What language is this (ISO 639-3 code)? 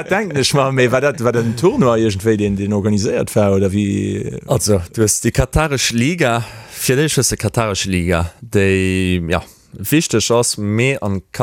ltz